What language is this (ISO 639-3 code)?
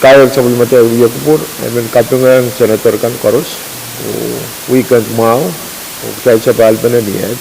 pon